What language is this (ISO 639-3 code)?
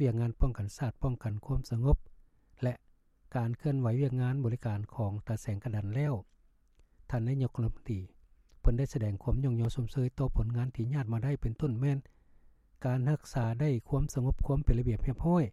lao